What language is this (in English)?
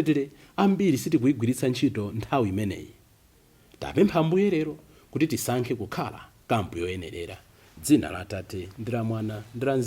Nyanja